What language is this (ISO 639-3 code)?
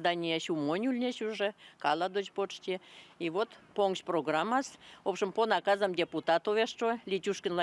myv